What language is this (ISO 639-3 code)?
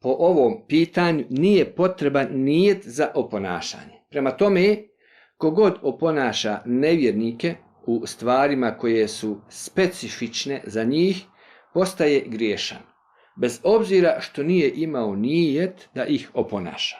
bos